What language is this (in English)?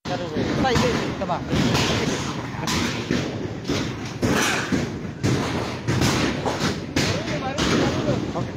Tetum